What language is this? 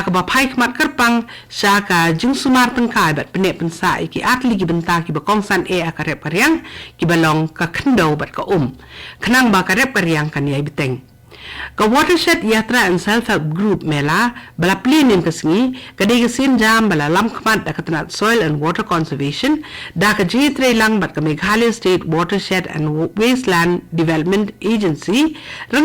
Khasi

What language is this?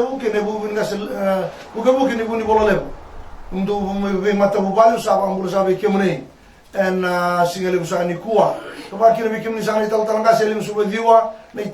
Fijian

